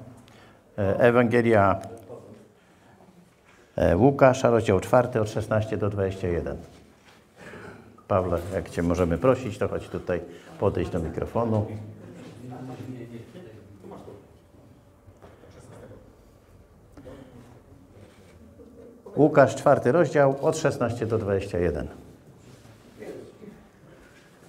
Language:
Polish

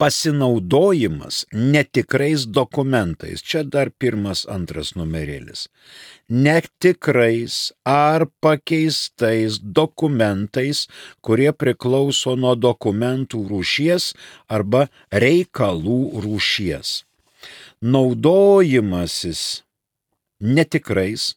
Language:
Lithuanian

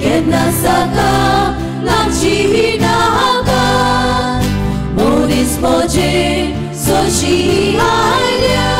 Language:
Konkani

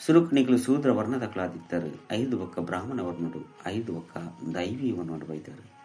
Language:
Tulu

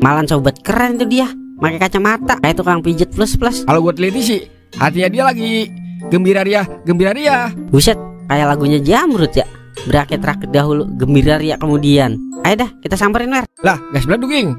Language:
Betawi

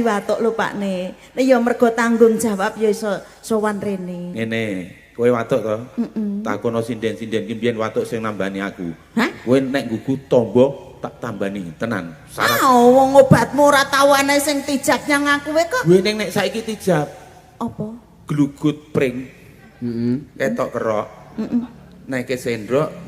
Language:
Javanese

